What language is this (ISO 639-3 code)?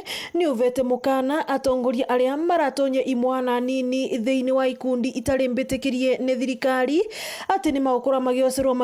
mer